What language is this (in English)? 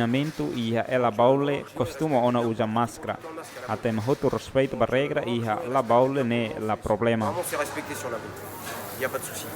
Tetum